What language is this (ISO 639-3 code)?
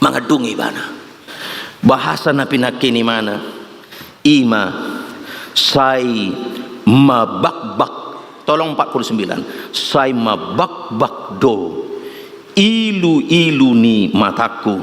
bbc